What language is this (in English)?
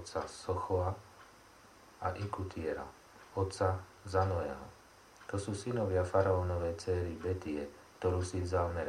Slovak